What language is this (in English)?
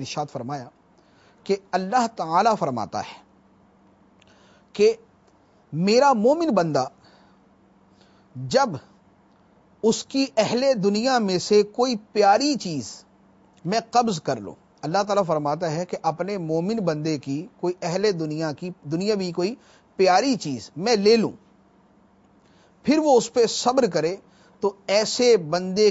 Urdu